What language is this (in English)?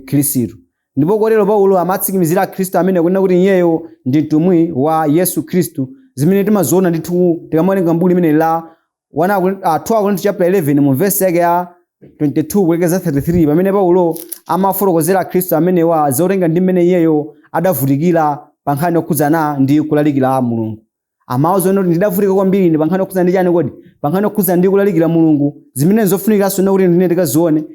Nyanja